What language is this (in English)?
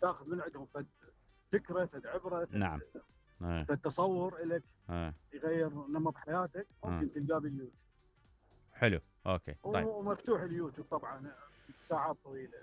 Mesopotamian Arabic